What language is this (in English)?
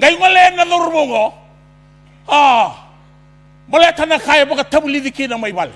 Fijian